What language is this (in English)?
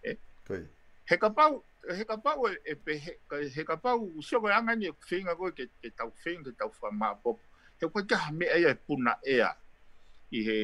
Tongan